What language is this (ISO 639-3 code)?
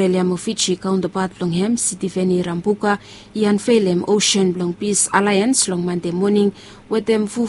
bis